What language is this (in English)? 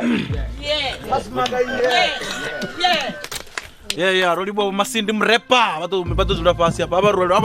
Venda